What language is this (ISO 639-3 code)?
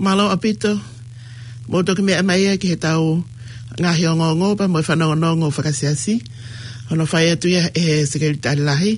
ton